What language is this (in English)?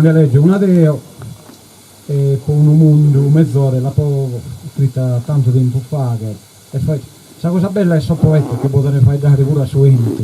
Sardinian